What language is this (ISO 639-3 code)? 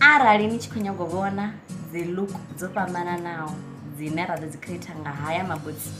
ven